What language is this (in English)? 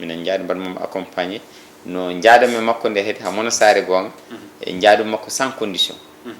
Fula